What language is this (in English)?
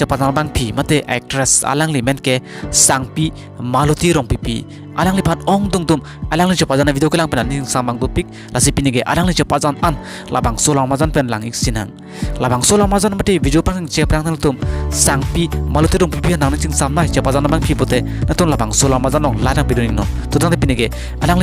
Karbi